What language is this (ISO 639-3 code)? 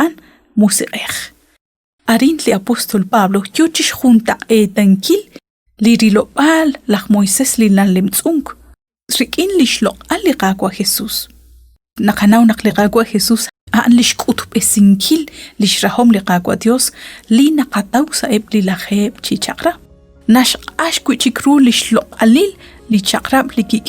kek